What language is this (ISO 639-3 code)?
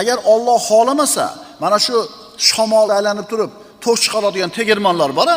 uzb